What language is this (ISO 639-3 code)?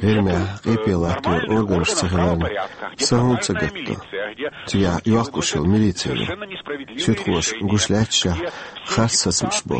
che